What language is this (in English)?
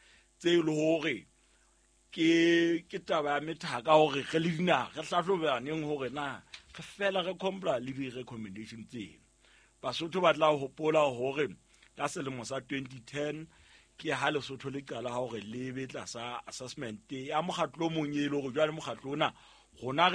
Southern Sotho